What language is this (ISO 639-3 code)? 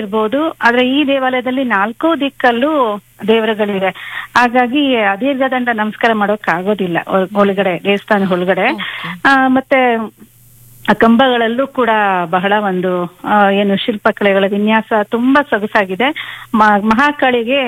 kan